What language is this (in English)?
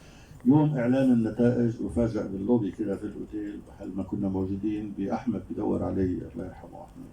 Egyptian Arabic